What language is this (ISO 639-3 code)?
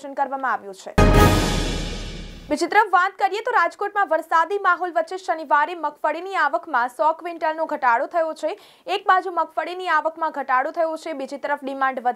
guj